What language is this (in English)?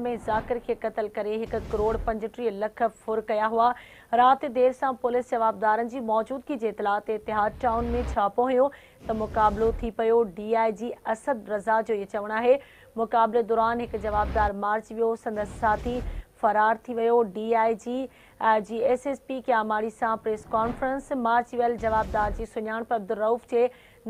Sindhi